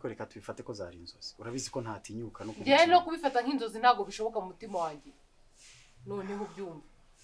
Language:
Kinyarwanda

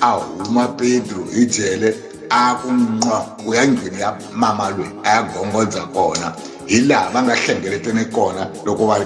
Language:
Tsonga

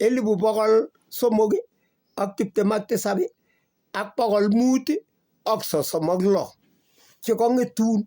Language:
Kalenjin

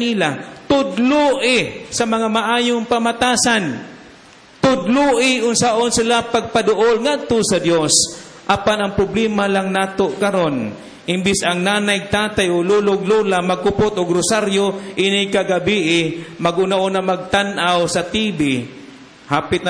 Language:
Cebuano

